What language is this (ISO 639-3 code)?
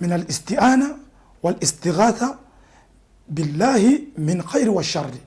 bam